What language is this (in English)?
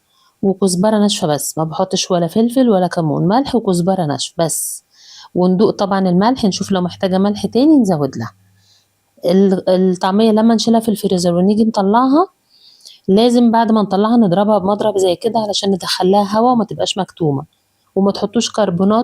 Egyptian Arabic